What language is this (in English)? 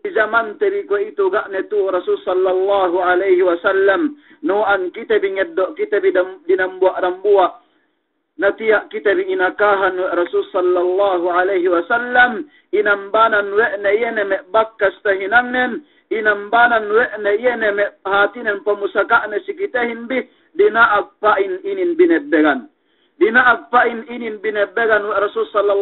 Yakan